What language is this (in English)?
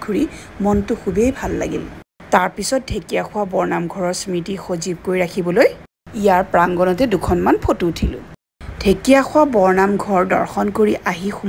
Assamese